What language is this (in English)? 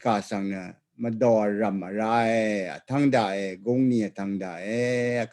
Rawang